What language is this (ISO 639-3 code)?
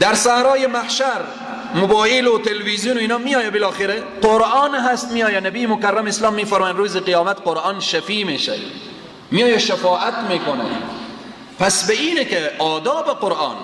fas